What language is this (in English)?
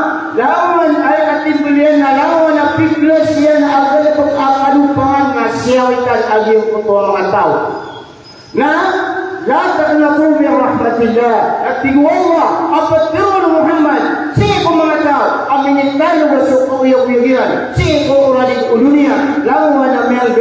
Maranao